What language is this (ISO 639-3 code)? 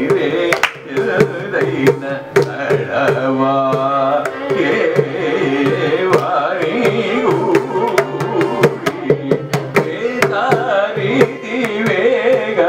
tel